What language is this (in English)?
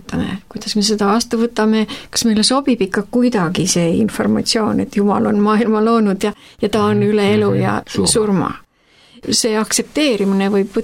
Estonian